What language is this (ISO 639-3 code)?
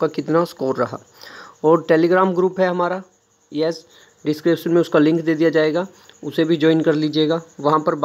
hin